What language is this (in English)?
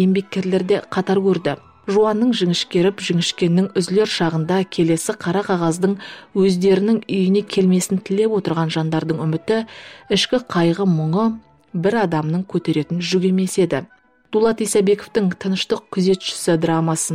Kazakh